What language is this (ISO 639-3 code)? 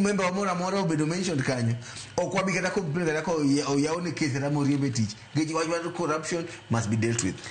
luo